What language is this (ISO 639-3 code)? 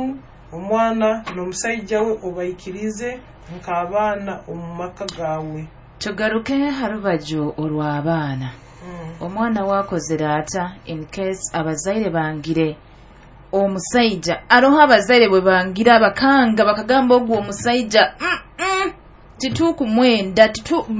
nyo